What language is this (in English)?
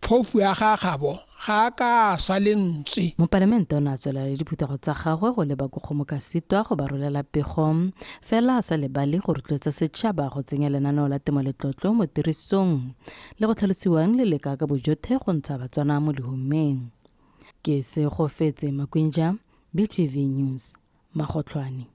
Tswana